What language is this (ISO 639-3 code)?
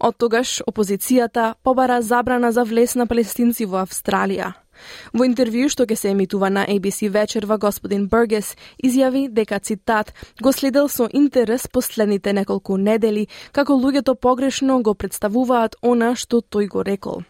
mkd